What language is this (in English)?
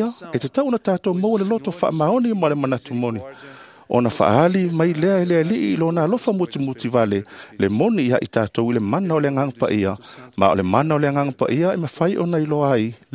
Samoan